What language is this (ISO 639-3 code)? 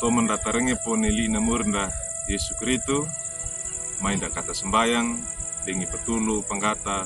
wew